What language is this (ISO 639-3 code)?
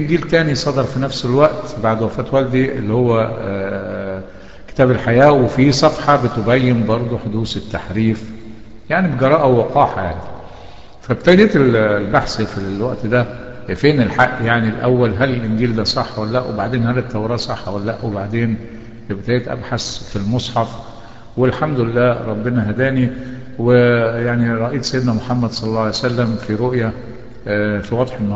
arz